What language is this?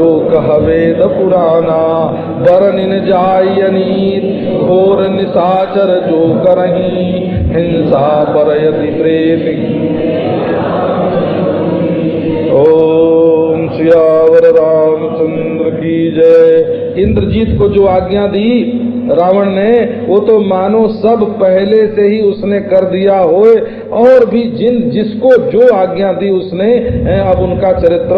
Hindi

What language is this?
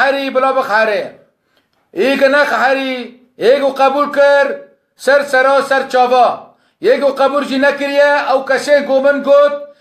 Kurdish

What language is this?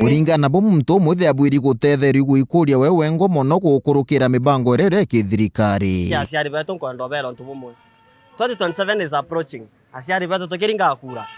Meru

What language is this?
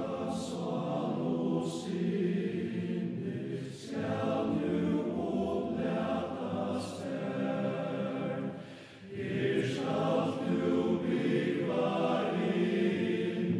Faroese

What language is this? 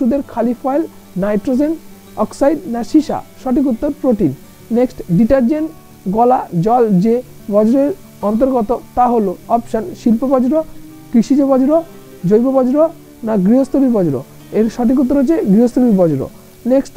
Bangla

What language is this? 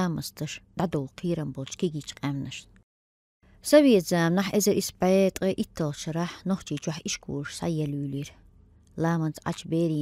Chechen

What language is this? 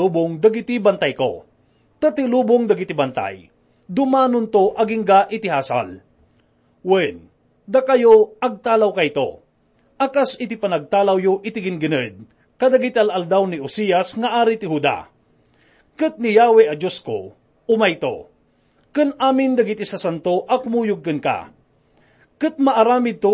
Iloko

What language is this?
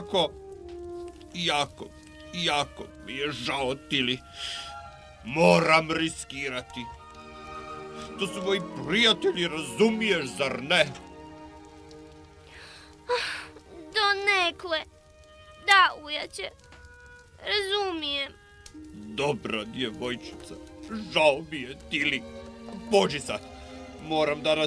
Croatian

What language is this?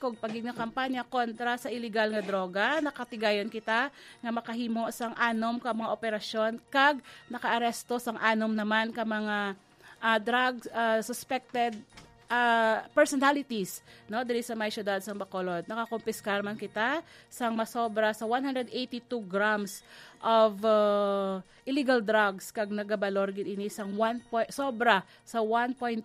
Hiligaynon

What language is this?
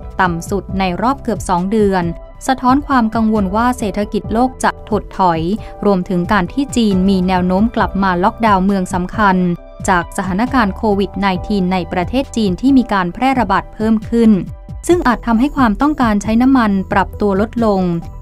Thai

